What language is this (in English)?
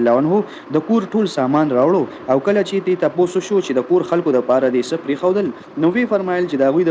Pashto